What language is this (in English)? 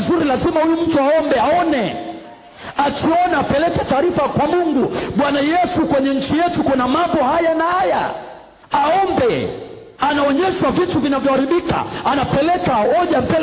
Swahili